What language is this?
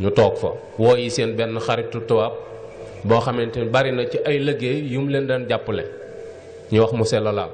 Wolof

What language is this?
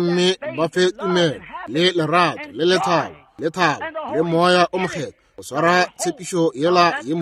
Northern Sotho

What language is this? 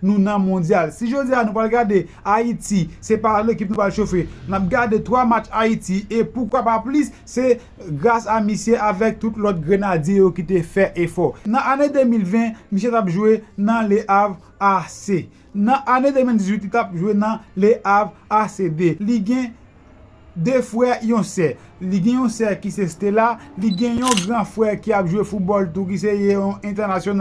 Haitian Creole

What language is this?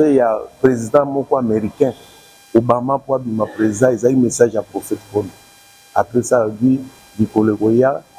Lingala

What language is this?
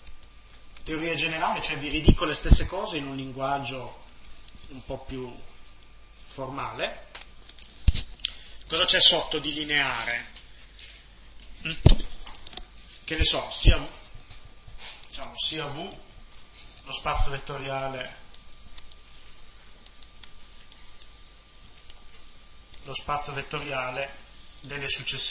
Italian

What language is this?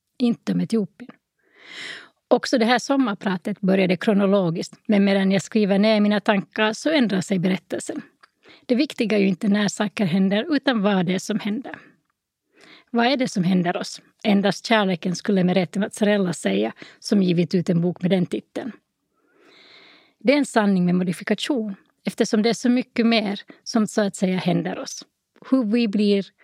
Swedish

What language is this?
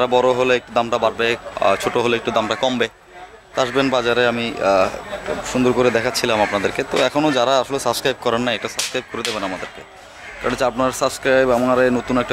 Bangla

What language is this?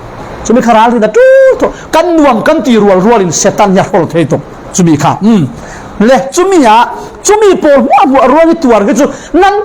Falam Chin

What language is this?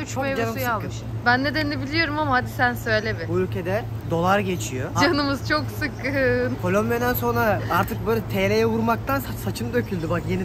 Turkish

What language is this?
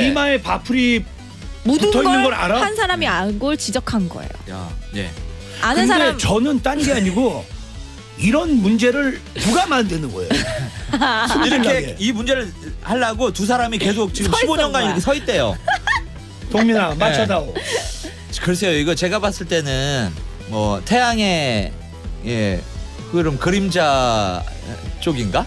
Korean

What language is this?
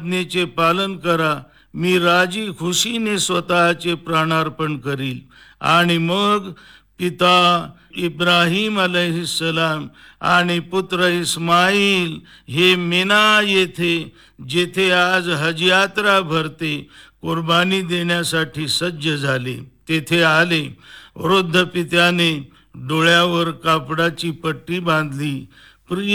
Marathi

